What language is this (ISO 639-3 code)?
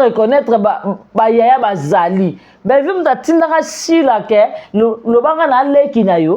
lin